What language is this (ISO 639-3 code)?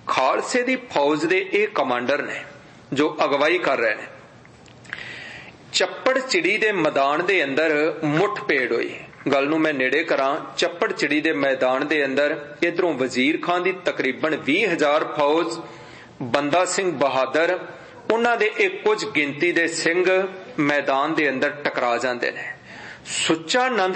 pan